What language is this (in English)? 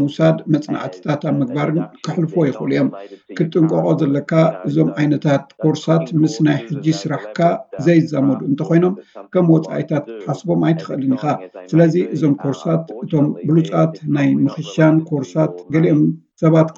Tigrinya